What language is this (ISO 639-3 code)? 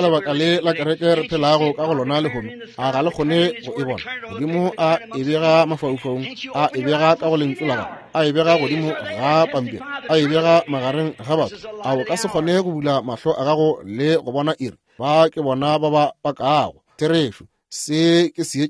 nso